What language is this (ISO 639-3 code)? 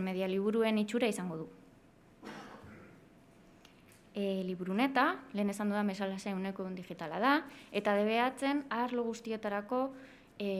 eus